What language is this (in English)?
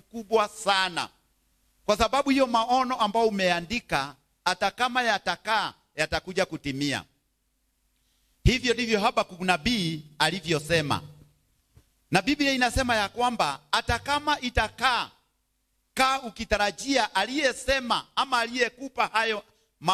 Swahili